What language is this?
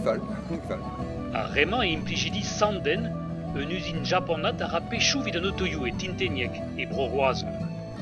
Breton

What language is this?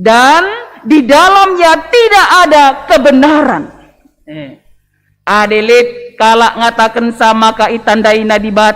Batak Karo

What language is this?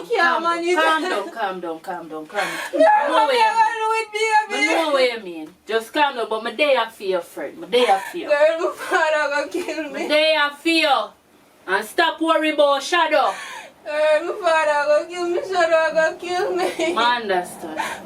Jamaican Creole English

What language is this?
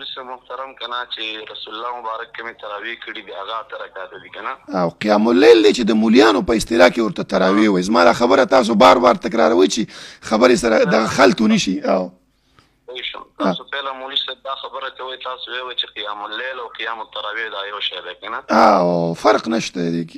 Pashto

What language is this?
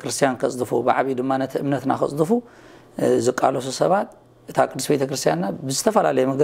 Tigrinya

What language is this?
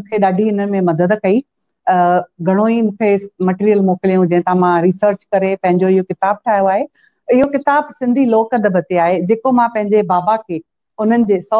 Sindhi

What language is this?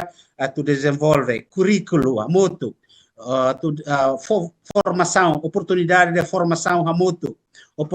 Tetum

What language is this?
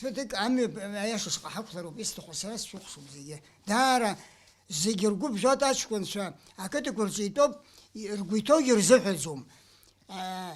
Abkhazian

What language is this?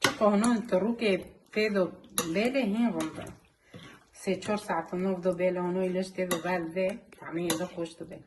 Kurdish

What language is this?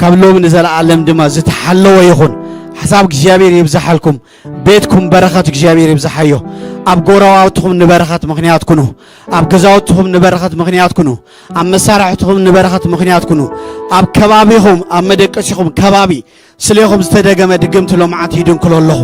Tigrinya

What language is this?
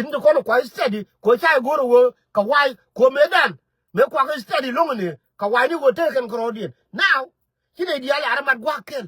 Nuer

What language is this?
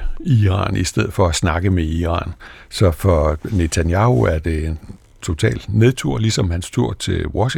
Danish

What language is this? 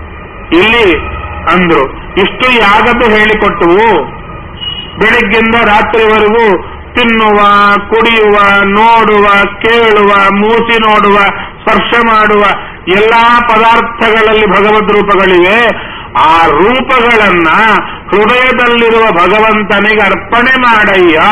Kannada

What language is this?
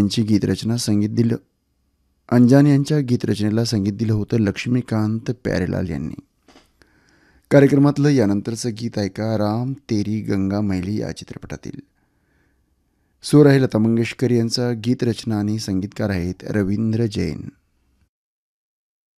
Marathi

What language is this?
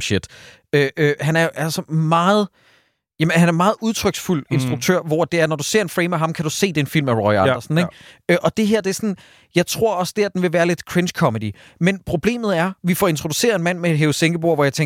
Danish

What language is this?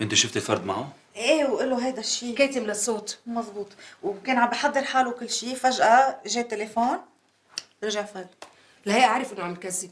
North Levantine Arabic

